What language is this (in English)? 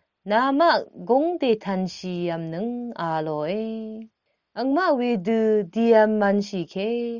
Rawang